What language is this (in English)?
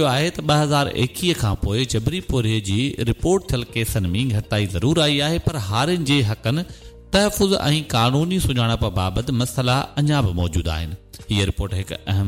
Sindhi